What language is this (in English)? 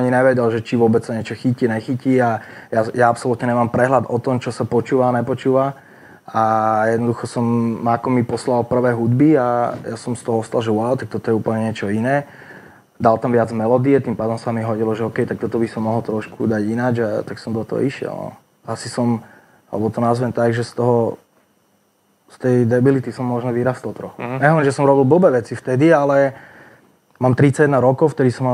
Slovak